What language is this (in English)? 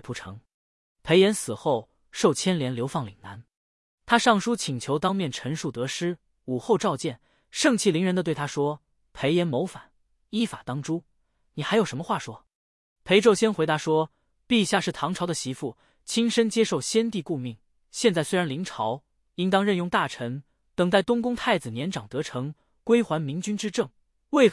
Chinese